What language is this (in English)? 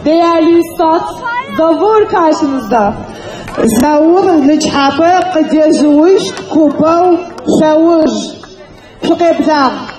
Kabardian